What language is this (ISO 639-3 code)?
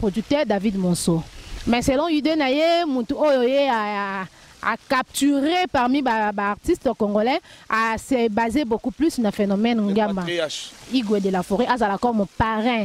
lin